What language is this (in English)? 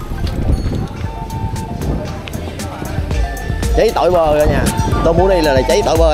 Vietnamese